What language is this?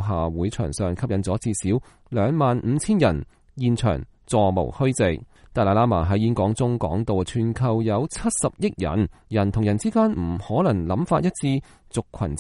Cantonese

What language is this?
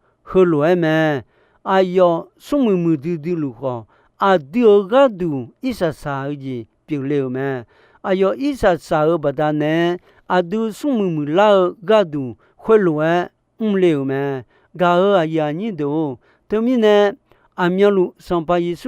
Akha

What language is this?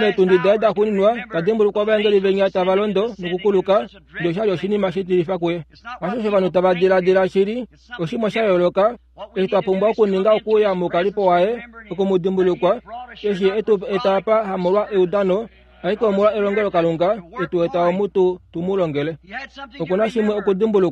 Kuanyama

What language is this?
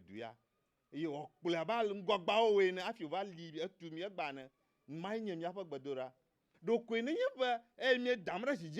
Ewe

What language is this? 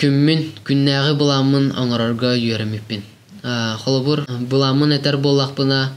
Yakut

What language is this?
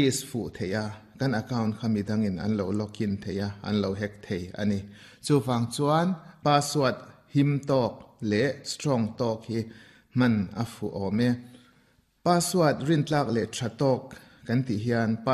Mizo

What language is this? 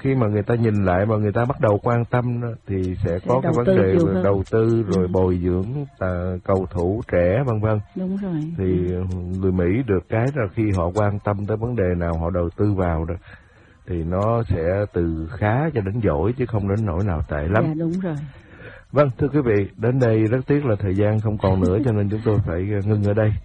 Vietnamese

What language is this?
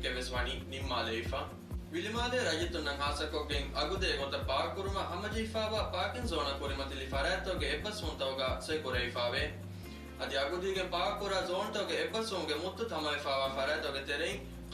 Divehi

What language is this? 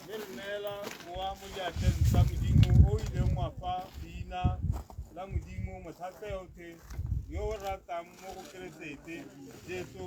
Tswana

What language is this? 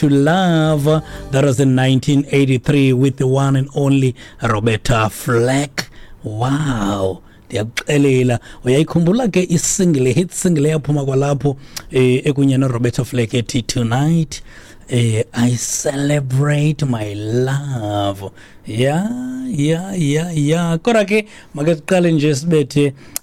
Xhosa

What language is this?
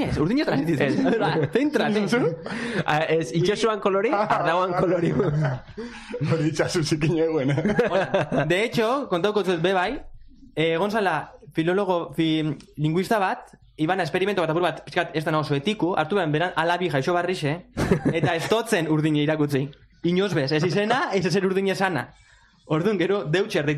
Basque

